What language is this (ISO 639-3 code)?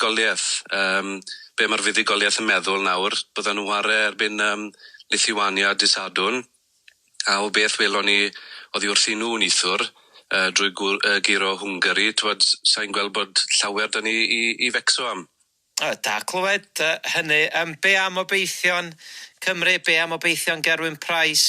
cym